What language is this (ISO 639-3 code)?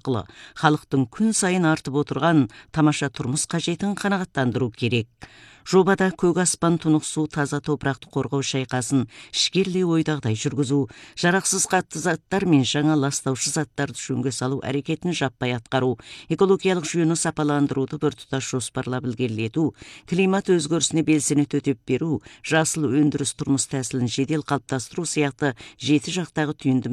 kaz